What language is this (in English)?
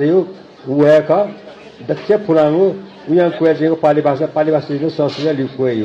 Newari